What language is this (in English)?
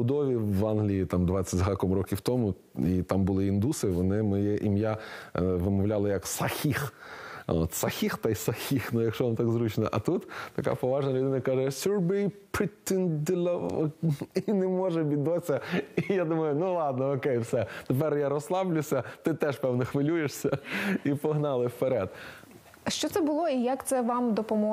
Ukrainian